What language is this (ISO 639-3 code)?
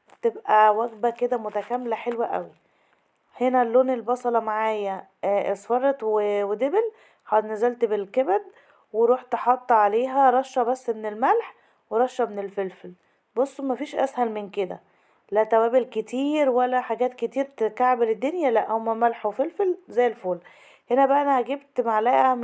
arz